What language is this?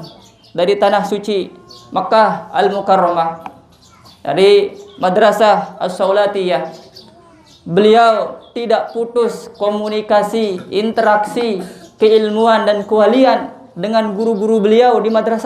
Sasak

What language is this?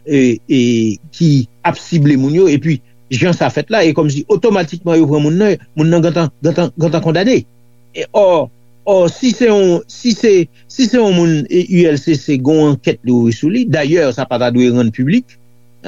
Haitian Creole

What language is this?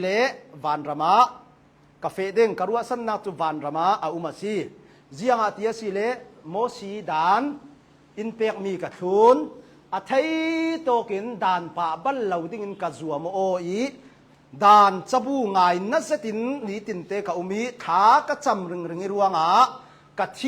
Hakha Chin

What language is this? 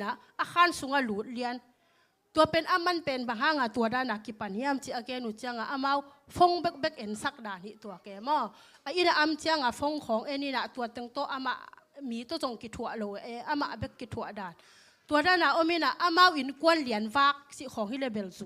Tedim Chin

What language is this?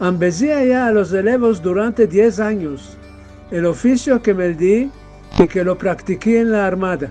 Ladino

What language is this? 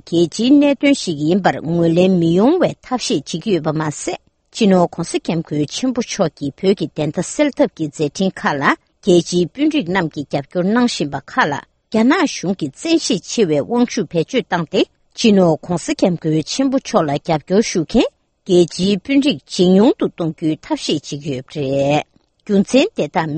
Tibetan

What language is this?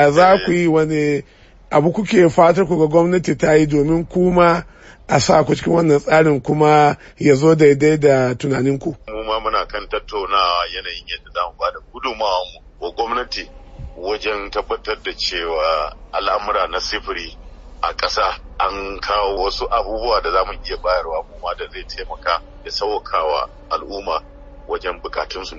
Hausa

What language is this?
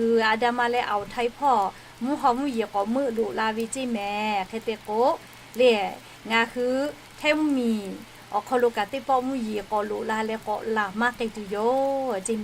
Lahu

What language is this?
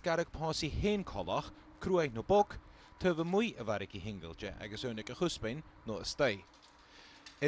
Scottish Gaelic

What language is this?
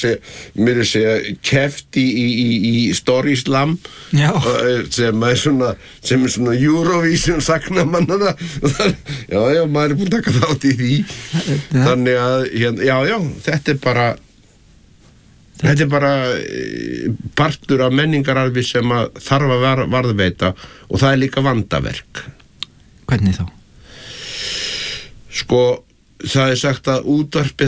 Icelandic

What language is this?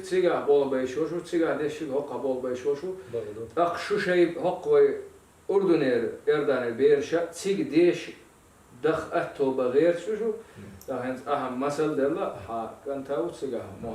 Chechen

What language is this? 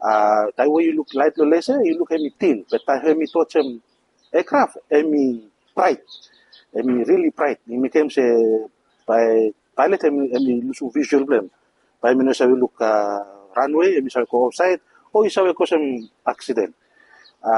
Bislama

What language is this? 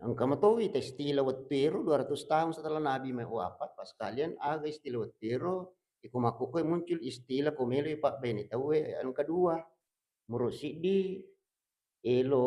Buginese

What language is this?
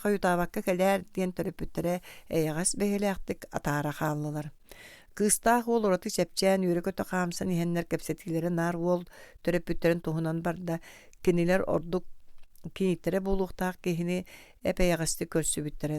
Yakut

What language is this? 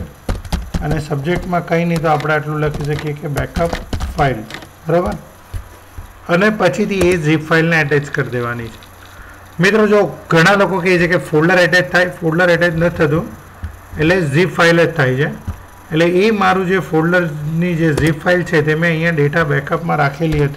Gujarati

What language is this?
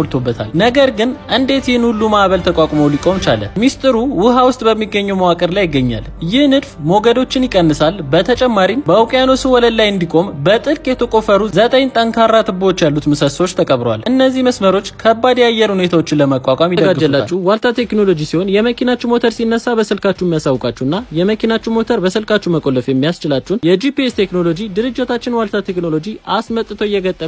Amharic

